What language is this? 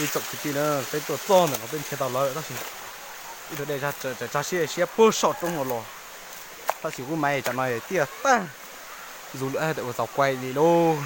Hmong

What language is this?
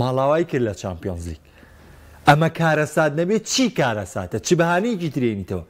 Central Kurdish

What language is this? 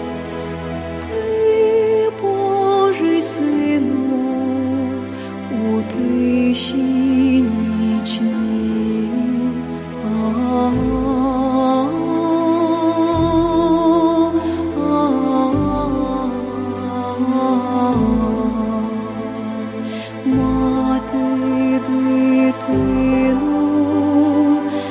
Ukrainian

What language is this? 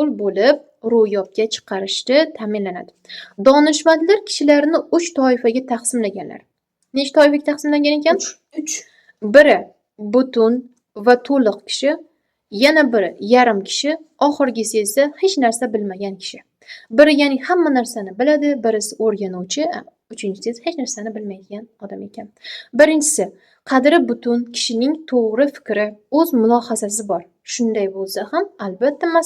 Uzbek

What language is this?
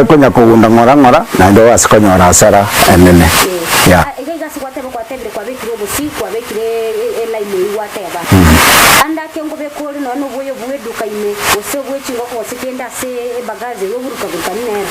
Gusii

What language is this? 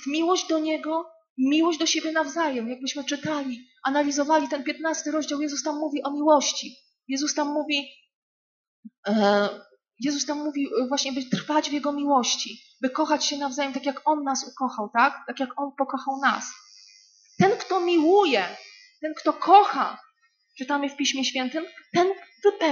Polish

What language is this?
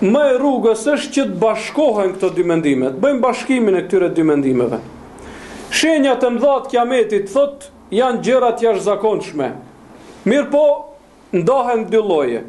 Albanian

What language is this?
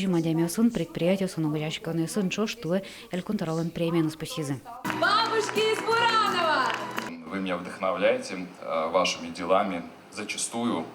Udmurt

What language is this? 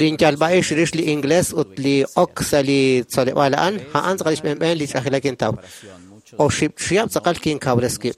Kekchí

